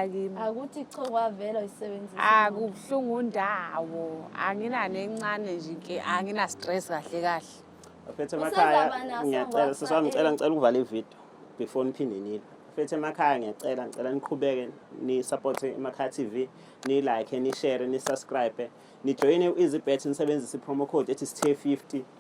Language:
Zulu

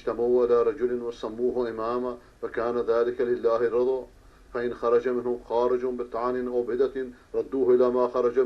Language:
Persian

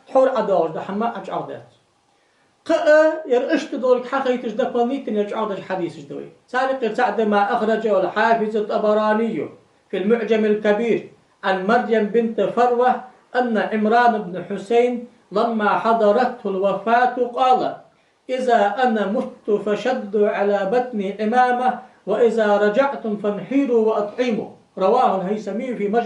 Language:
Ingush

